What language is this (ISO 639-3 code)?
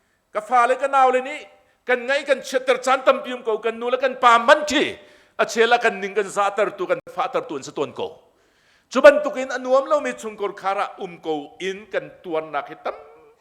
cnh